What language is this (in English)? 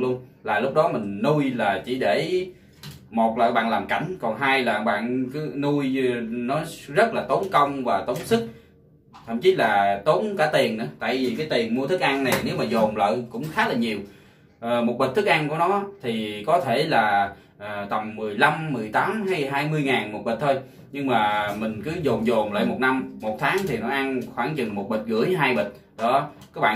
Vietnamese